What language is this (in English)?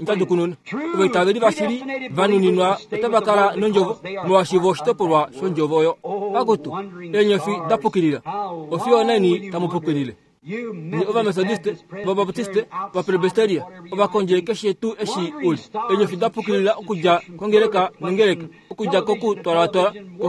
Kuanyama